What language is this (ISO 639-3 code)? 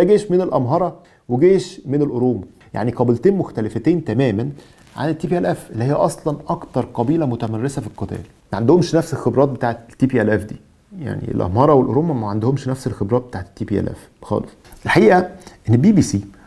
arz